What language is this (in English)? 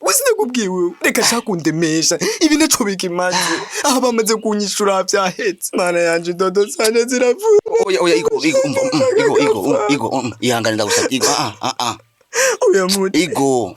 Rundi